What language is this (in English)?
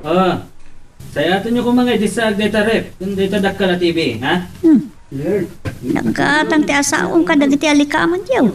Iloko